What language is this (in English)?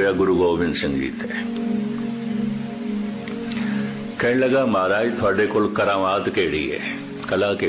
Punjabi